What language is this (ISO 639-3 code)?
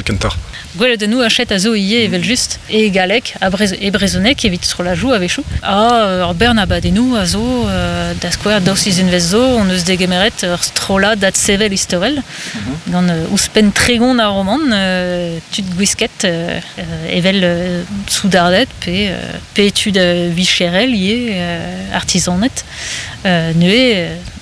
bre